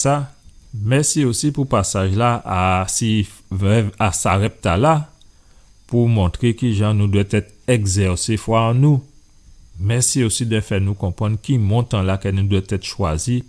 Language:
Guadeloupean Creole French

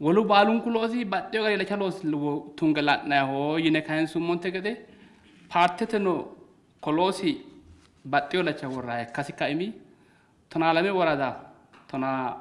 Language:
Sidamo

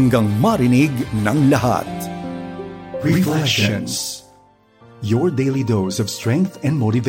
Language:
Filipino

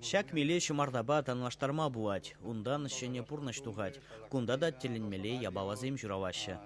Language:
Chuvash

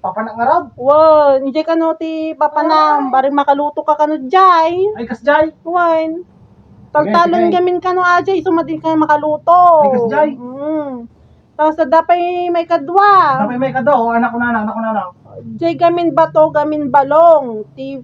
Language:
Iloko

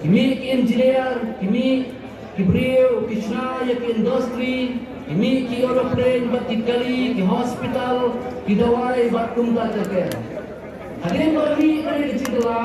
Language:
Khasi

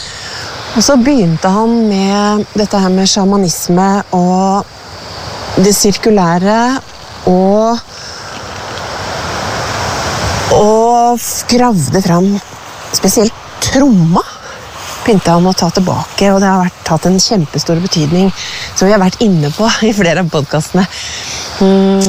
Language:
Norwegian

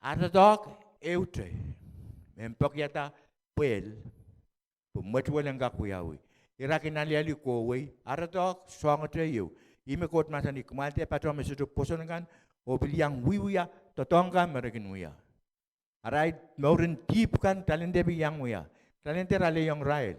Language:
Pohnpeian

